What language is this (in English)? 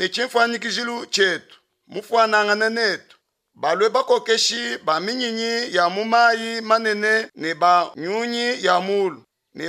Luba-Lulua